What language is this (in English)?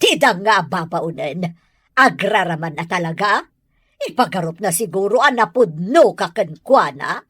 Iloko